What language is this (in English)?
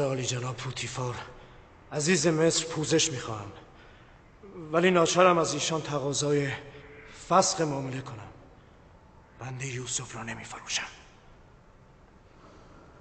Persian